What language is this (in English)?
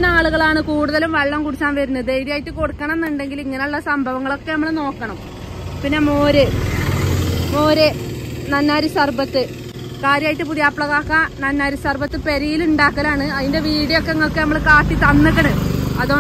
Malayalam